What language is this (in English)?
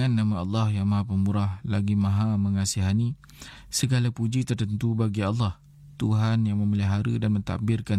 Malay